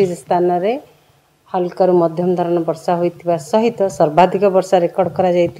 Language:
Odia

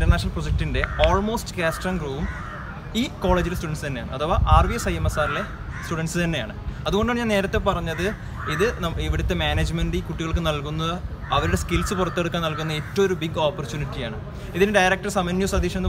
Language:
Malayalam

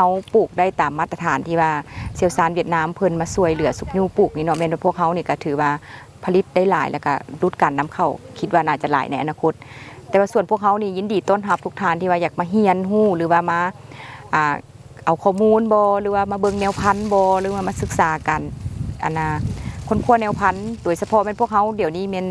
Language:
Lao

